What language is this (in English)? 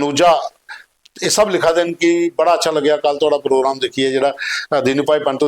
Dogri